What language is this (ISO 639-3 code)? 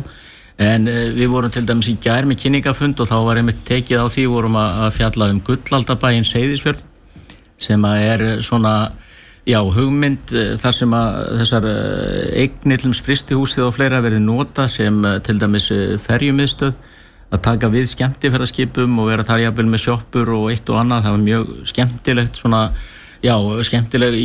isl